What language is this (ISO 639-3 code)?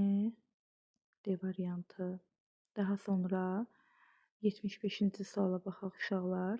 aze